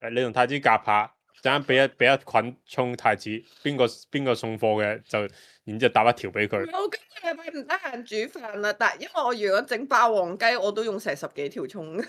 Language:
Cantonese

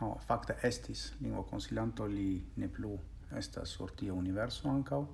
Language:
Esperanto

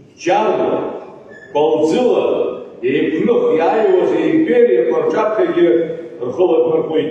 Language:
Abkhazian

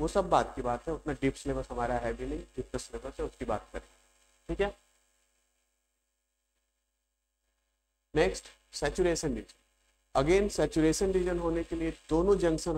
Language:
Hindi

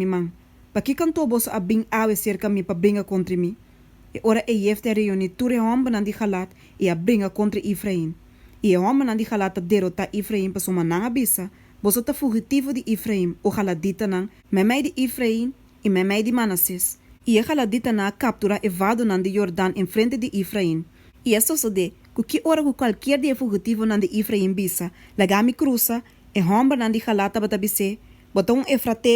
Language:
Papiamento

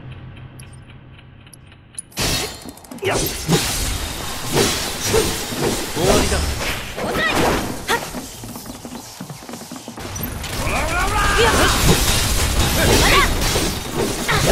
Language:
Japanese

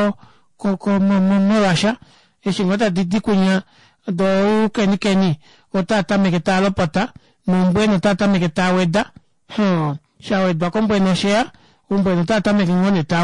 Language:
Kuanyama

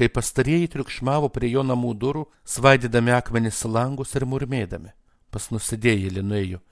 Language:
Lithuanian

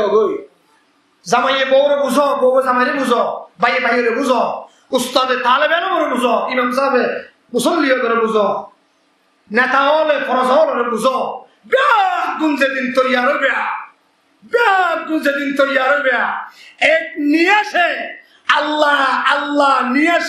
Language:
Rohingya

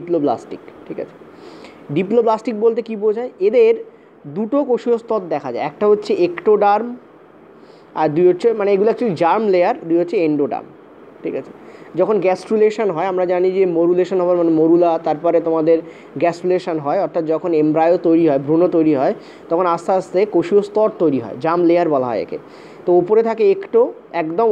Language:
Bangla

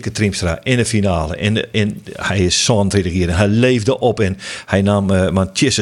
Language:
Western Frisian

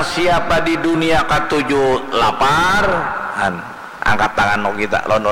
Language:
Banjar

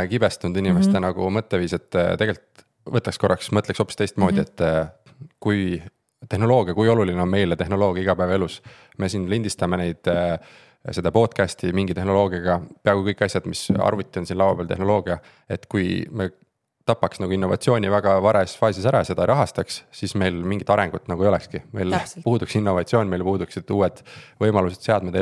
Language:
Estonian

